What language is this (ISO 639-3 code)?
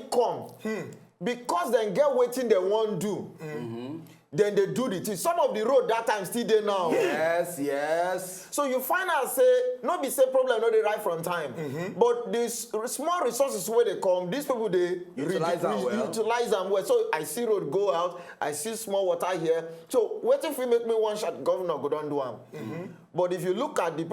pcm